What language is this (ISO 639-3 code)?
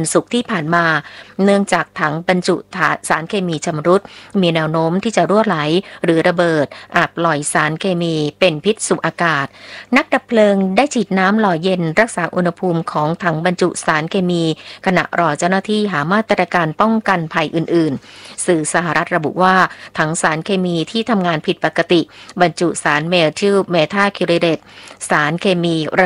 tha